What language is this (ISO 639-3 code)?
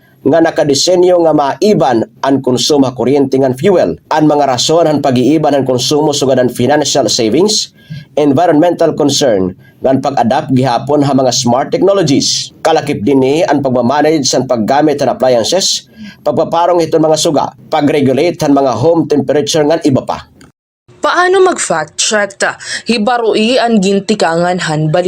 war